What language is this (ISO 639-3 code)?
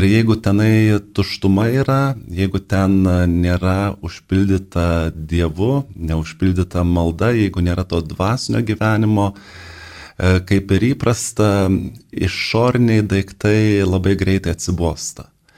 lit